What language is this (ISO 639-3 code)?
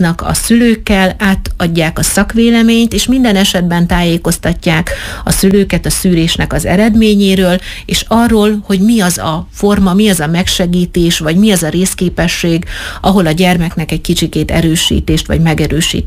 hun